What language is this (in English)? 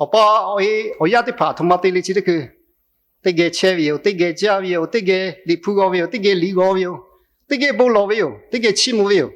Lahu